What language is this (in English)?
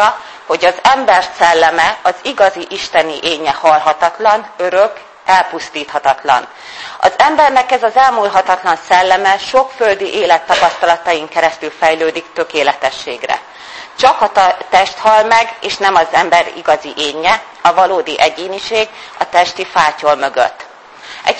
Hungarian